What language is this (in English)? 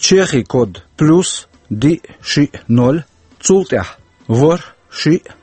Chechen